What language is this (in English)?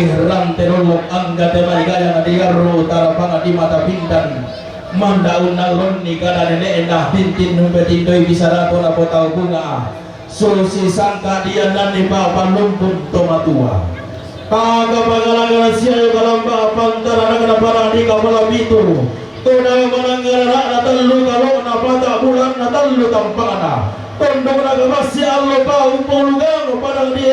Toraja-Sa'dan